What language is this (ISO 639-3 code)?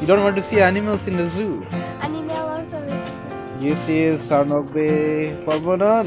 mjw